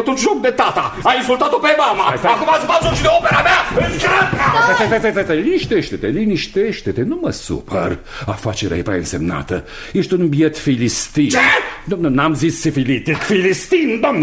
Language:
Romanian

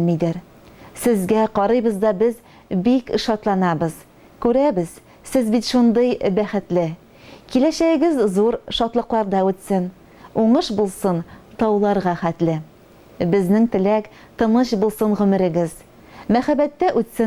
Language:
Tatar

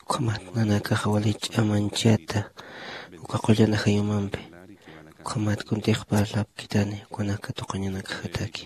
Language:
Aymara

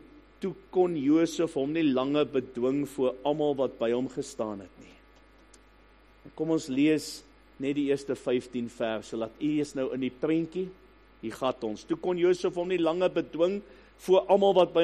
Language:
Afrikaans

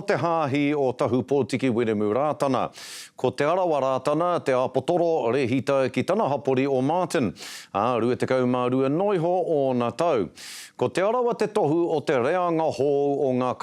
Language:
Māori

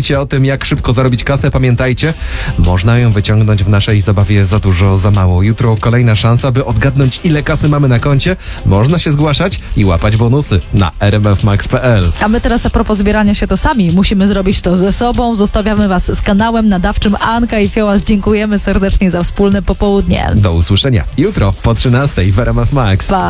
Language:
Polish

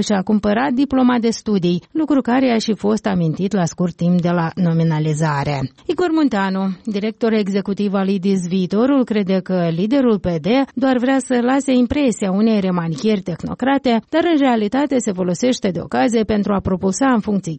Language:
Romanian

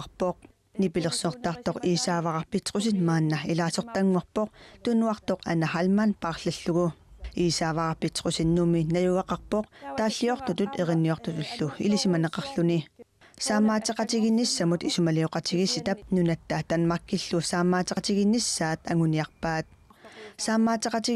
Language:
Kalaallisut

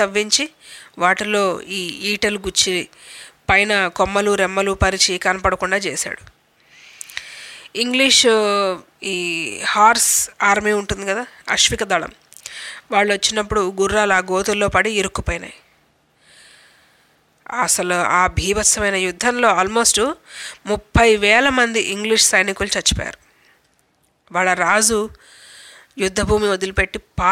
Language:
Telugu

